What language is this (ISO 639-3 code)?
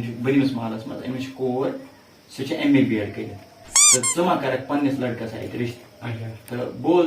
kas